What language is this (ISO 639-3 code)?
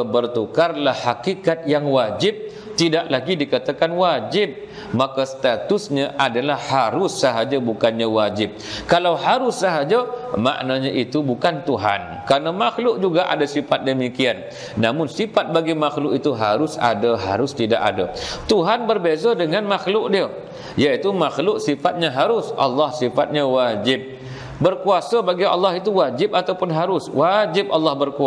msa